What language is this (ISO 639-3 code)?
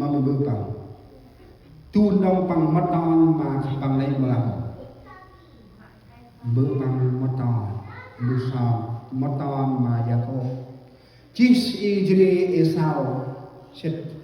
cmo